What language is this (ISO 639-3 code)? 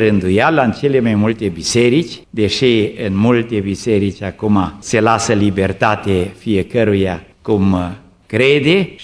ron